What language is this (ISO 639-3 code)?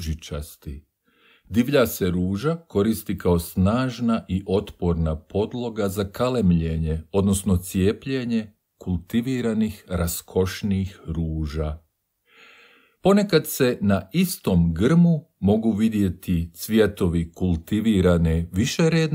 hrv